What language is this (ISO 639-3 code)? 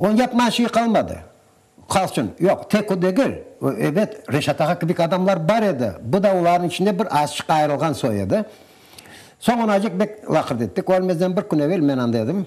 crh